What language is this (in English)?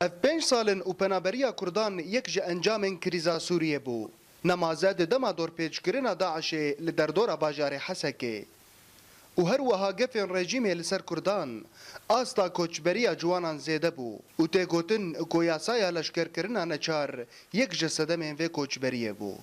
Kurdish